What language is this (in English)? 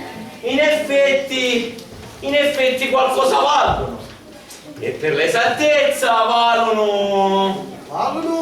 Sicilian